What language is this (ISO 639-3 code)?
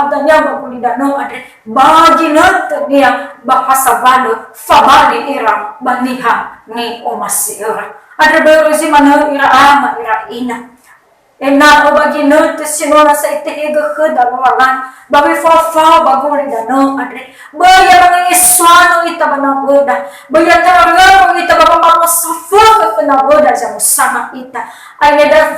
nia